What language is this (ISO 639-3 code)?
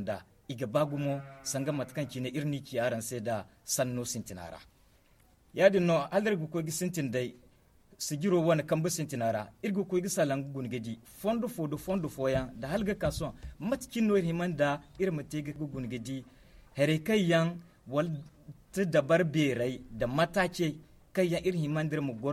dje